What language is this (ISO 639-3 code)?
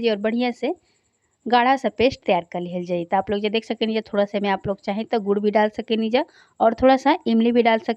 bho